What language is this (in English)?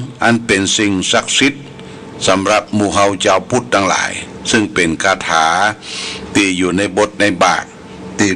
Pali